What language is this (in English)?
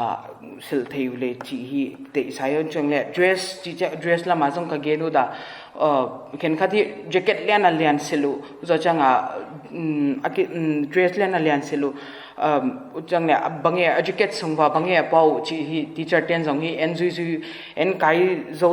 Paite Chin